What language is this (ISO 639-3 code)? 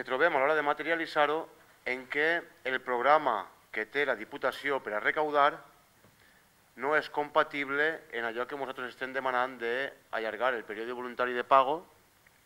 cat